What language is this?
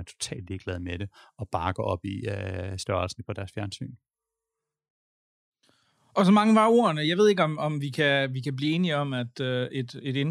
Danish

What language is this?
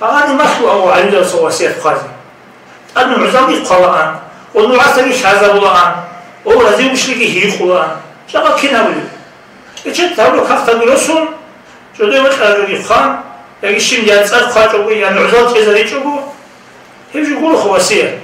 Avaric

